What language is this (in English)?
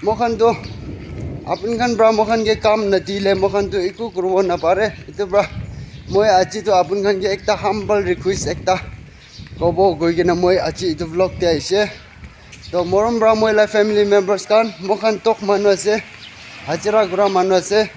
Naga Pidgin